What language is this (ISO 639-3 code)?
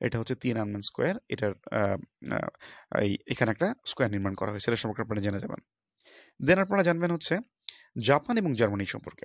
ben